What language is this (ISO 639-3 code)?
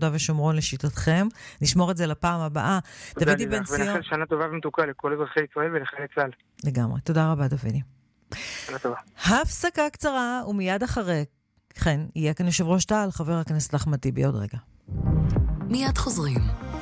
heb